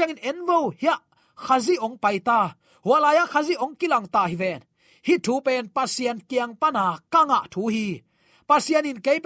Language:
Tedim Chin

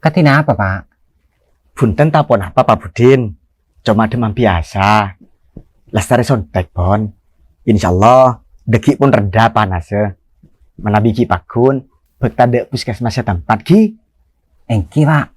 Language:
Madurese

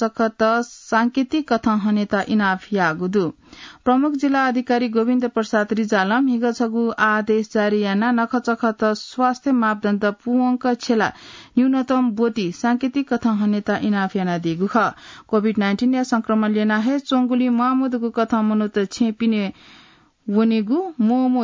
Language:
Newari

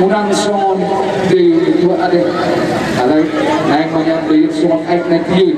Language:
Batak Toba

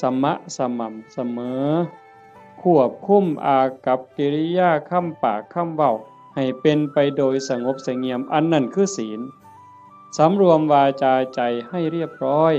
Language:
Northeastern Thai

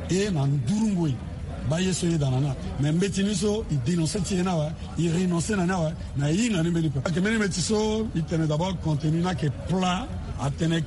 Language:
Sango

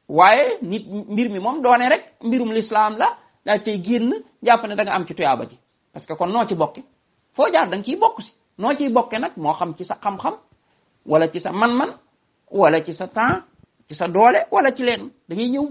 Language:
Wolof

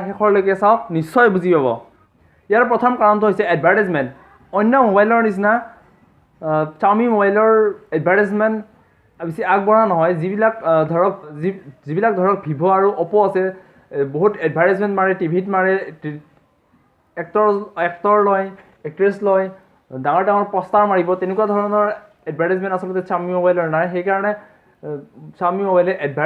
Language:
Assamese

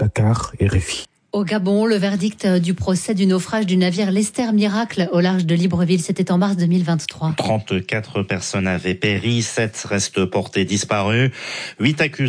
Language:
French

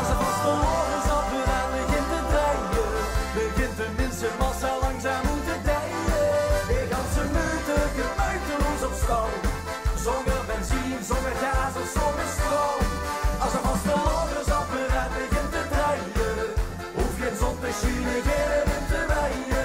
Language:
Limburgish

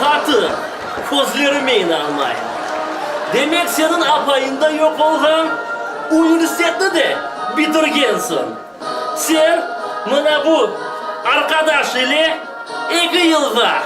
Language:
Crimean Tatar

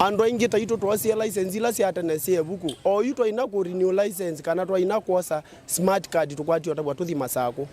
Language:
Kamba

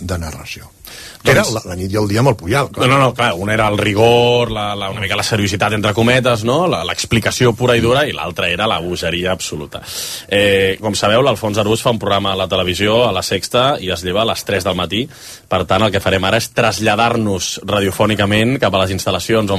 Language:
Catalan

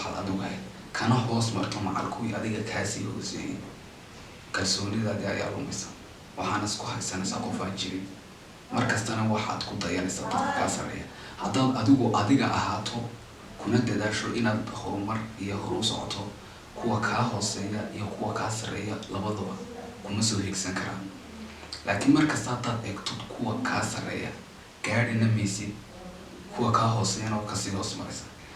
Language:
Somali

